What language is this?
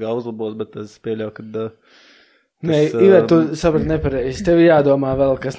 Latvian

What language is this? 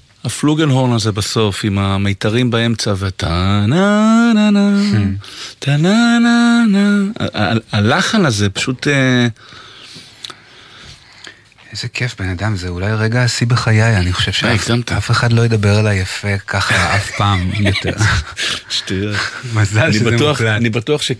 Hebrew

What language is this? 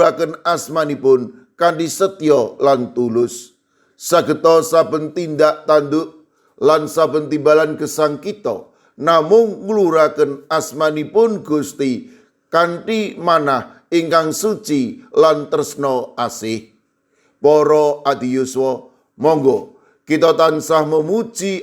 Javanese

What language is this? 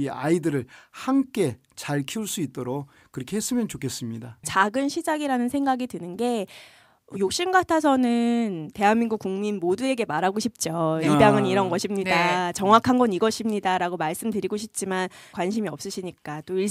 Korean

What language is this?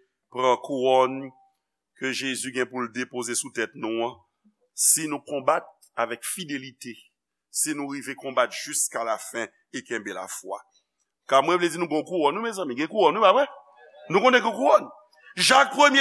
Haitian Creole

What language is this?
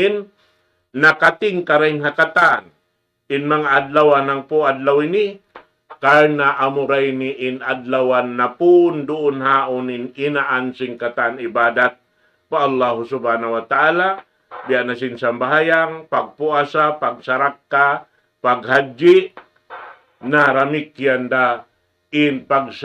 Tausug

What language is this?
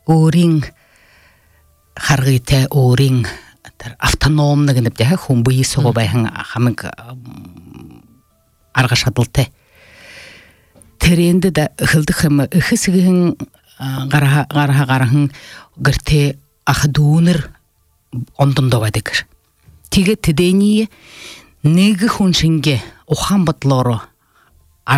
Buriat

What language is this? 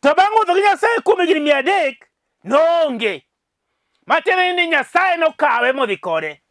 Luo (Kenya and Tanzania)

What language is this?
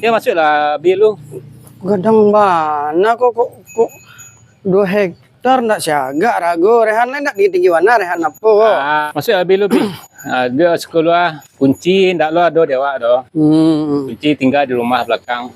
Minangkabau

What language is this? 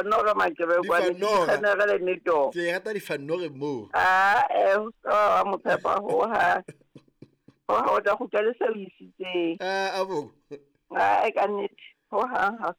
Southern Sotho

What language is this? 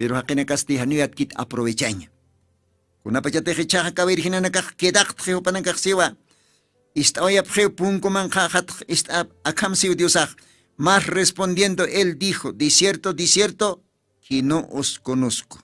Aymara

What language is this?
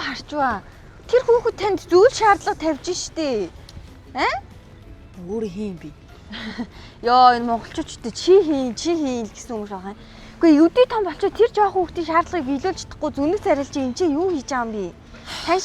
Mongolian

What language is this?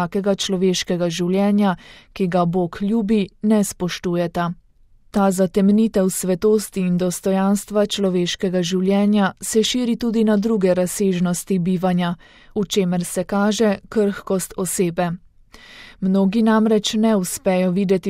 Slovenian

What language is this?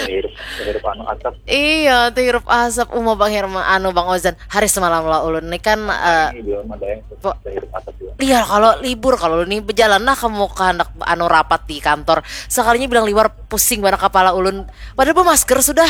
Banjar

